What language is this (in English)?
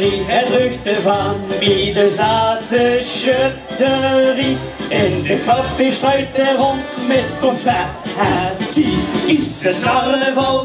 Limburgish